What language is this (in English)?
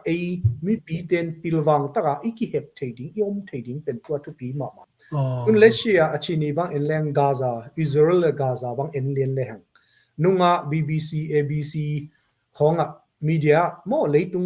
Tedim Chin